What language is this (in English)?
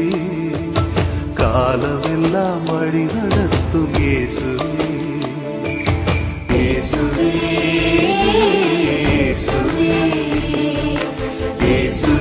Tamil